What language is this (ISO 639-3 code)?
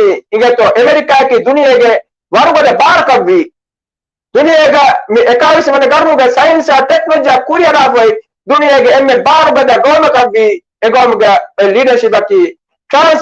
div